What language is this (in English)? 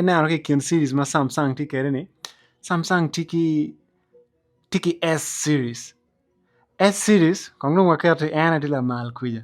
Acoli